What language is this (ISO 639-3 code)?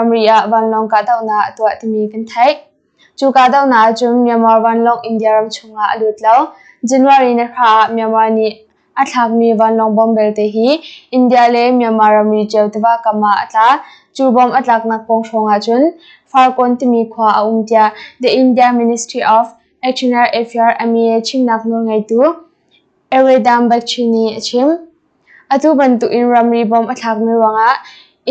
cnh